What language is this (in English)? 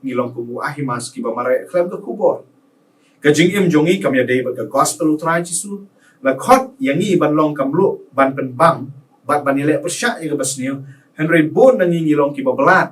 Khasi